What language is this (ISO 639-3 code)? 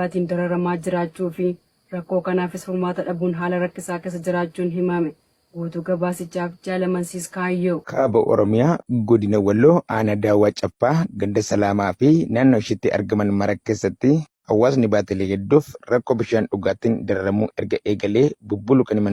orm